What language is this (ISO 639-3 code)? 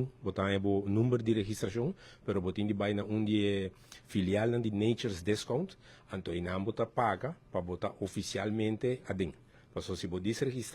pap